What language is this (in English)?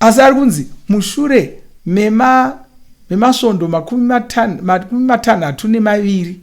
Shona